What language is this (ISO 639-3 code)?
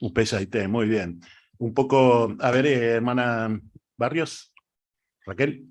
grn